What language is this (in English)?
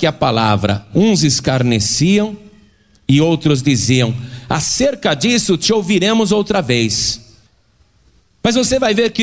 Portuguese